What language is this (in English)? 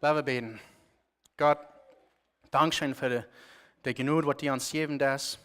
Plautdietsch